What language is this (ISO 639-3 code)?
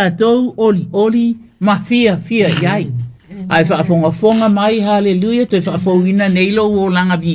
smo